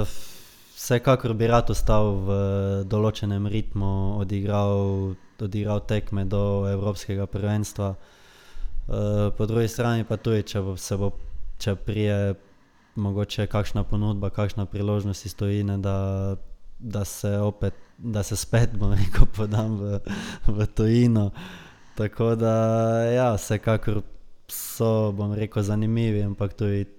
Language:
Slovenian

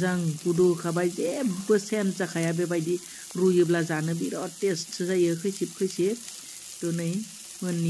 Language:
Bodo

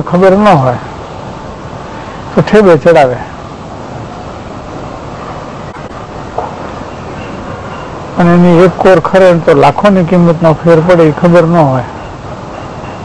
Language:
Gujarati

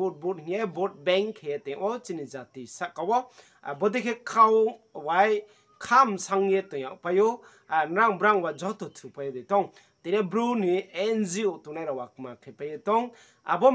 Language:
Riang (India)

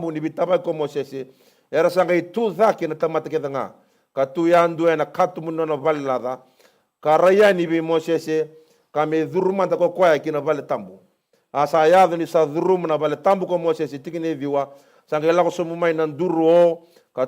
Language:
Fijian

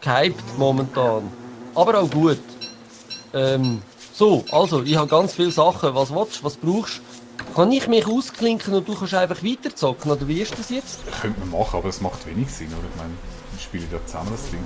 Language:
Swiss German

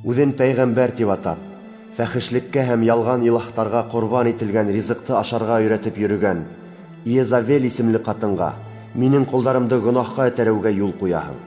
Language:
Bashkir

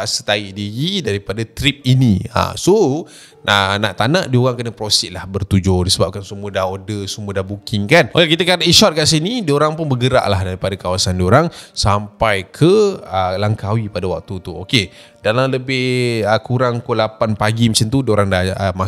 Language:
Malay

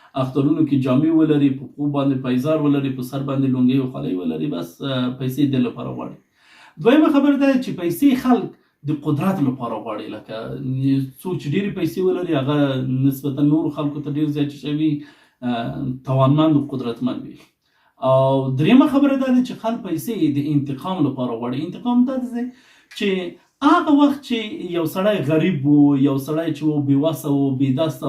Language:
Pashto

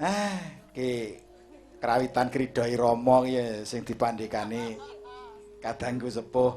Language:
Javanese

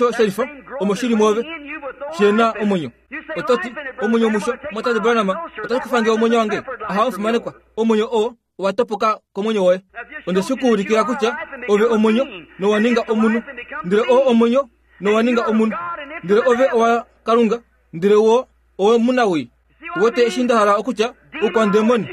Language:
Kuanyama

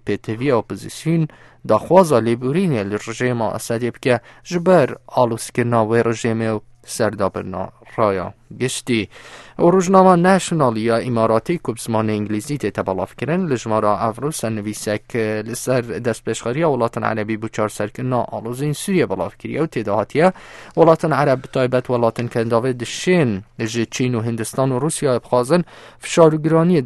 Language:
Central Kurdish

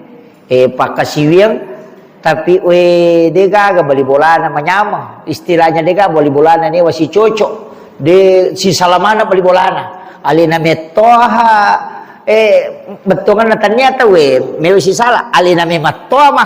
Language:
Buginese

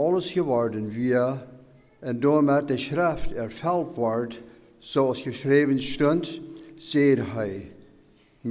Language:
Plautdietsch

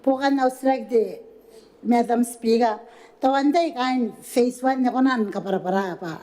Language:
Gilbertese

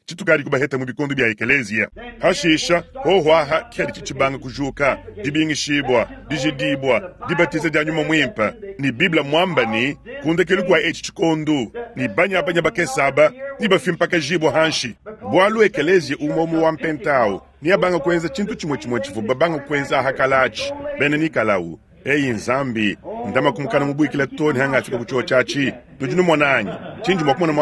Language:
Luba-Lulua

